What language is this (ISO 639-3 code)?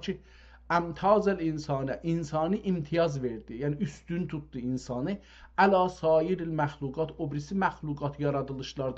azb